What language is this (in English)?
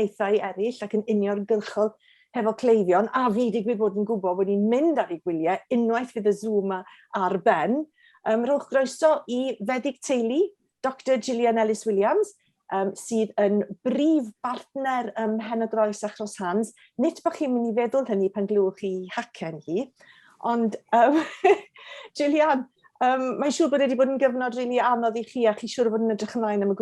Welsh